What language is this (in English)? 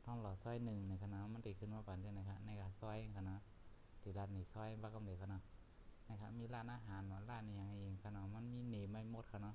Shan